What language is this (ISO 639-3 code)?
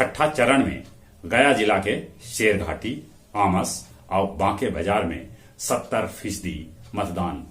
mag